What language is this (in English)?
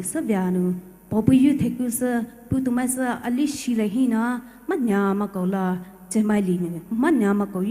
Poumei Naga